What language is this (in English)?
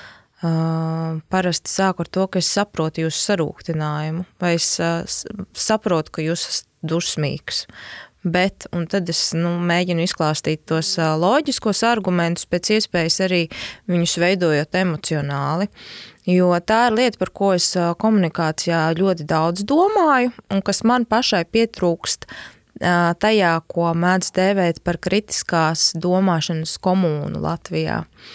Latvian